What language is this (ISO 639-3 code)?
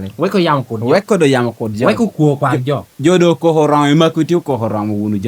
laj